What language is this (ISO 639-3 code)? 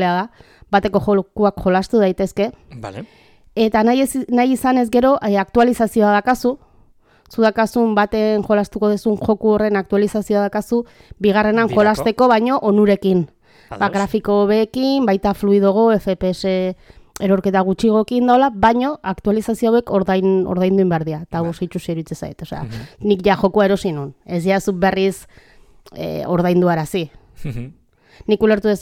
eus